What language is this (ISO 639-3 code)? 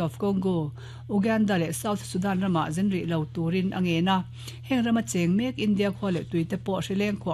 lus